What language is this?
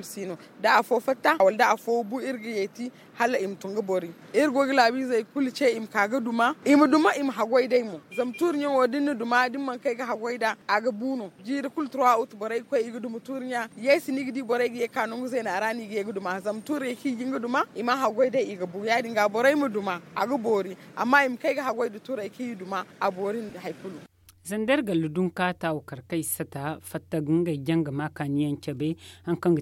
Zarma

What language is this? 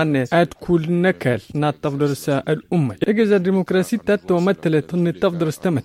Tamasheq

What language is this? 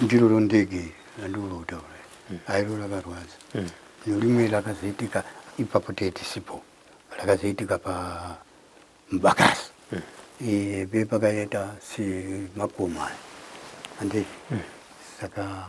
Shona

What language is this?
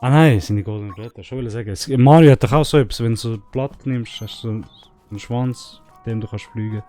Swiss German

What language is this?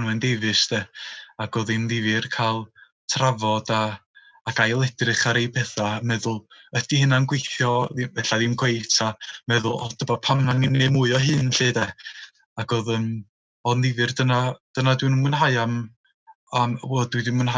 Welsh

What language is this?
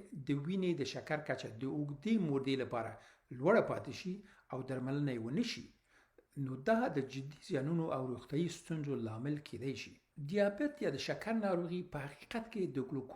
Pashto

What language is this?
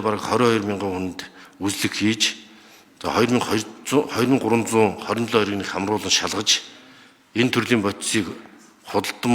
Mongolian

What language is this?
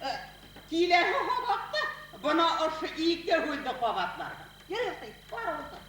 Bashkir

